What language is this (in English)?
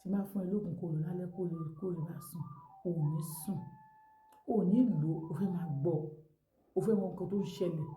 Yoruba